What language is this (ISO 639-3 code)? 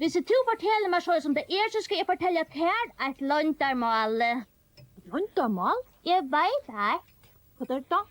fao